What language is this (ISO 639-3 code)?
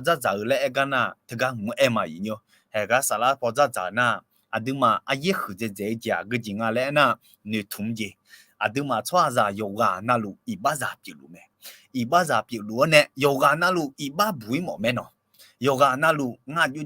ahk